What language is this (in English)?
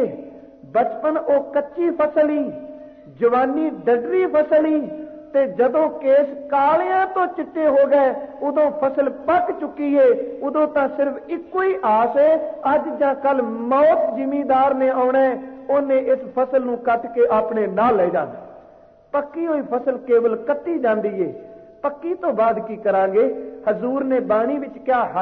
Punjabi